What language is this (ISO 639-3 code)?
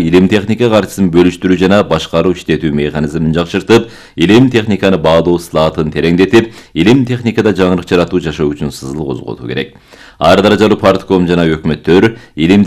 kir